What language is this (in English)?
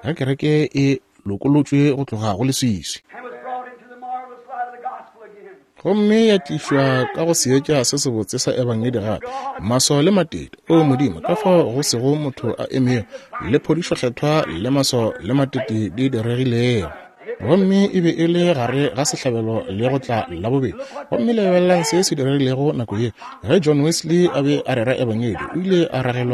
Northern Sotho